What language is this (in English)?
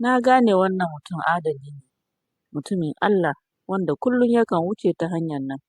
Hausa